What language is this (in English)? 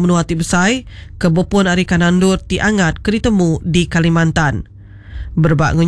Iban